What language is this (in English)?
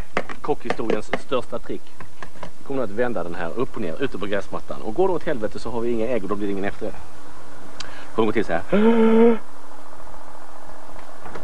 Swedish